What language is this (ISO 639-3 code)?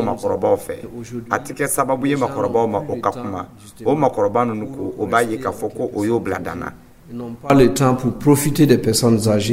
dyu